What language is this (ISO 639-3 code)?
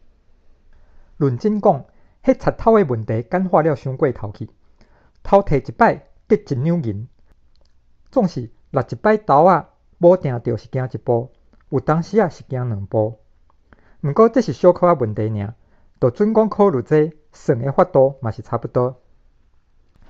nan